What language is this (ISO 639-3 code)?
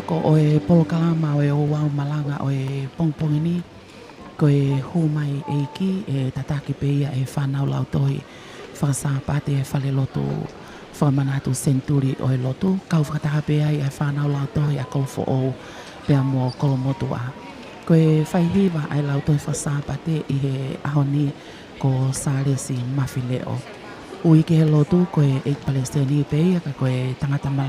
ton